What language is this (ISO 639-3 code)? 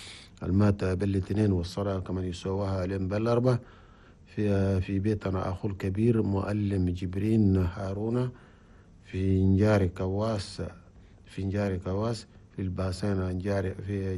shu